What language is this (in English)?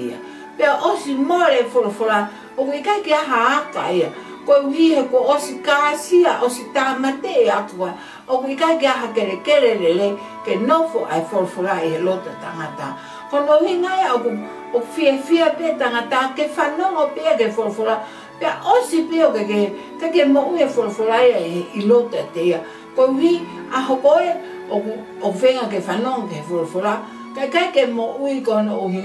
Tongan